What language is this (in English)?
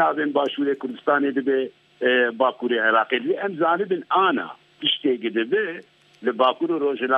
Kurdish